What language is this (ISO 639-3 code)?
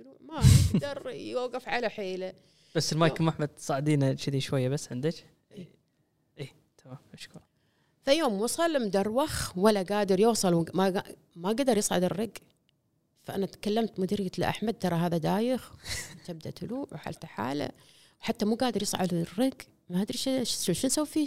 afb